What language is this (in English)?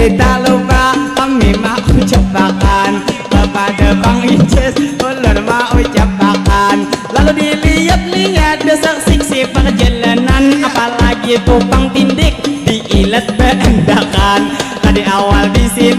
Banjar